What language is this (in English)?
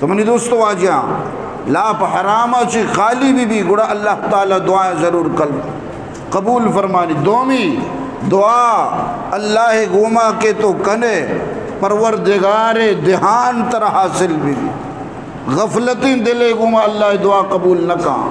Eastern Balochi